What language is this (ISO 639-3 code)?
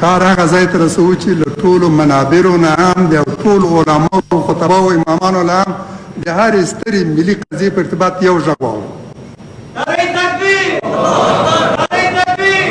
pus